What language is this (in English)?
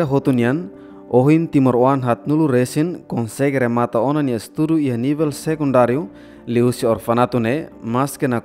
Tetum